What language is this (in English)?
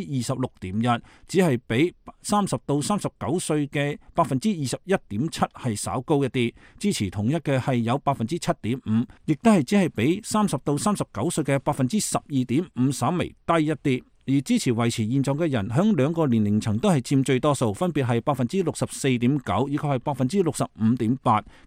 Cantonese